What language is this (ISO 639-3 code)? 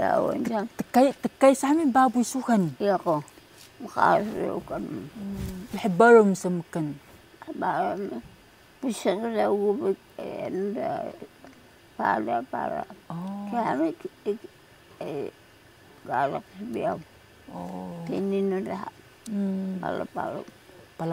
trv